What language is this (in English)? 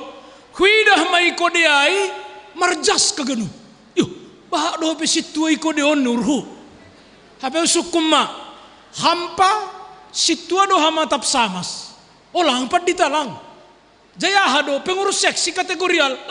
Batak Simalungun